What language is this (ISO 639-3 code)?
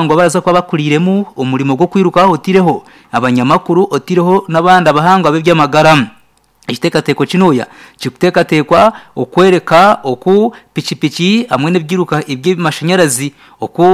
nyn